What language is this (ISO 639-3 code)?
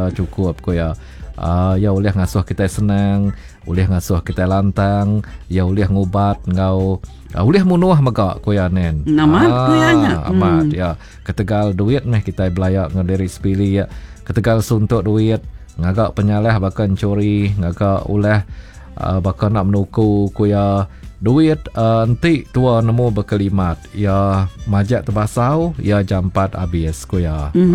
iba